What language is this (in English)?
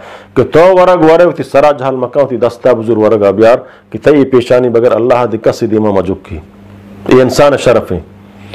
Eastern Balochi